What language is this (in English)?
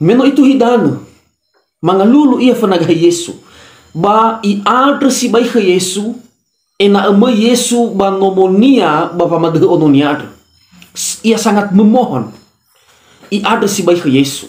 Nias